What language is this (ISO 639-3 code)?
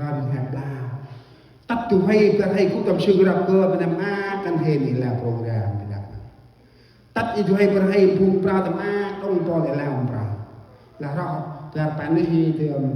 cmo